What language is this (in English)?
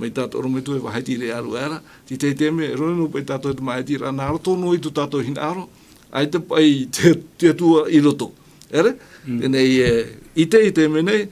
Tahitian